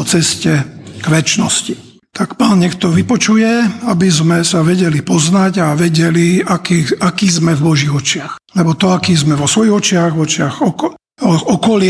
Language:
Slovak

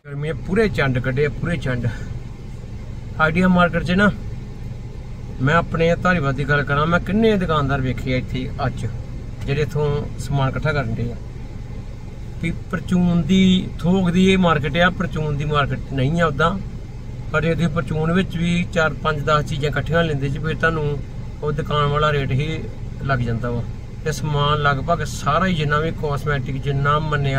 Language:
Punjabi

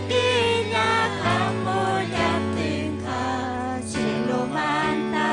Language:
Ayacucho Quechua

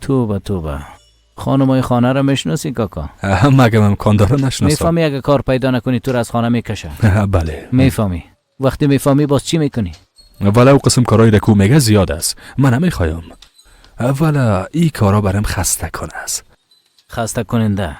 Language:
Persian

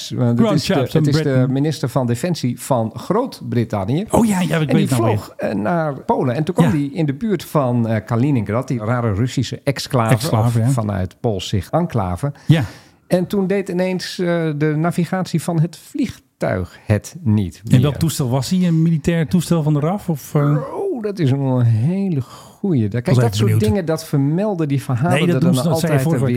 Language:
Dutch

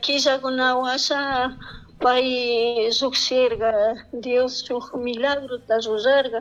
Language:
Chimborazo Highland Quichua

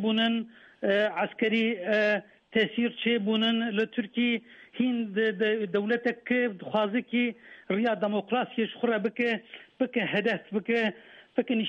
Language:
Kurdish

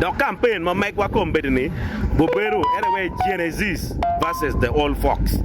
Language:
Acoli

